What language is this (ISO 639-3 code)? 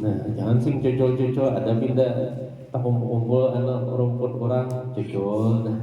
bjn